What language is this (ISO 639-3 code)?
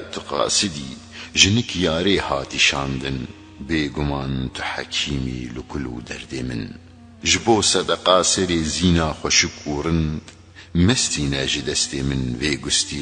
kur